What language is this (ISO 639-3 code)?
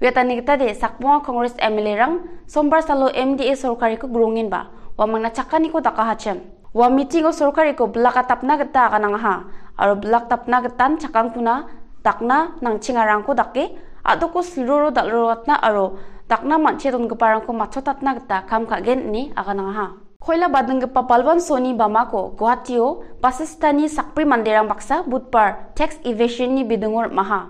grt